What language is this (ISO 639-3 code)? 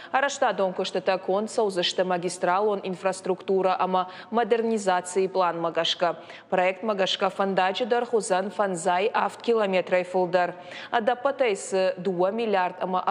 oss